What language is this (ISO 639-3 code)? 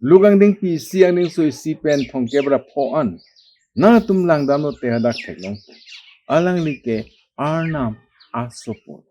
mjw